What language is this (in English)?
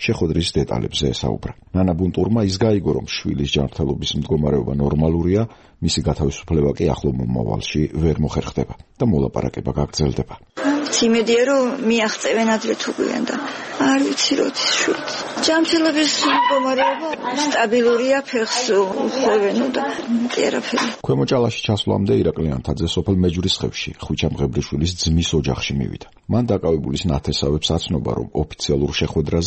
Georgian